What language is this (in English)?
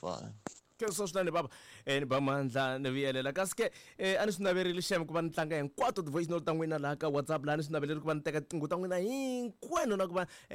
Tsonga